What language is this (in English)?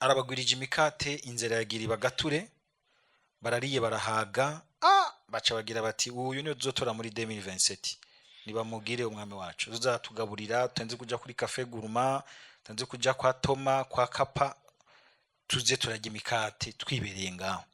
Rundi